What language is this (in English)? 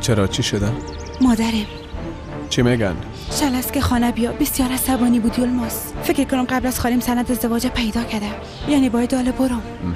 Persian